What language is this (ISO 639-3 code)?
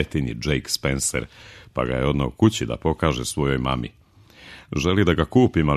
srp